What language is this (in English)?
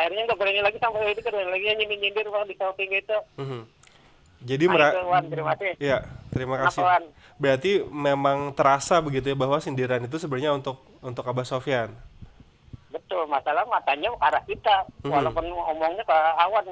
Banjar